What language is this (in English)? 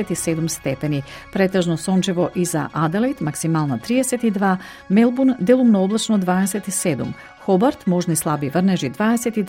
Macedonian